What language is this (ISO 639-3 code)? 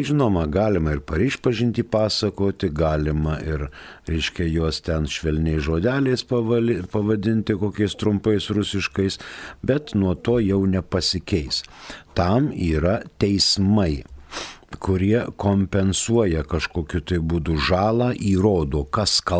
lit